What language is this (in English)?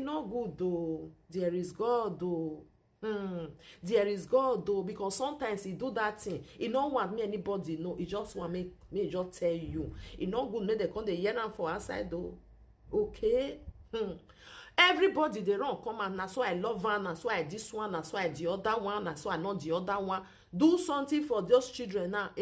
Nigerian Pidgin